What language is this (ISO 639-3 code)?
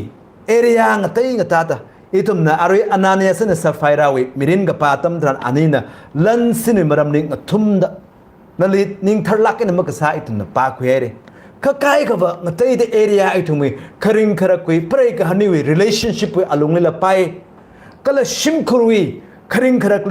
nmf